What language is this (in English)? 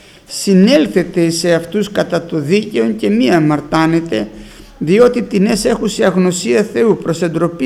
Greek